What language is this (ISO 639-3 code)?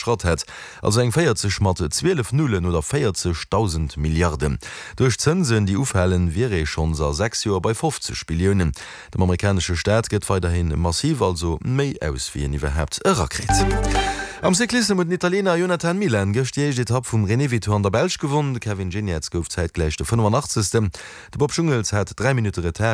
ltz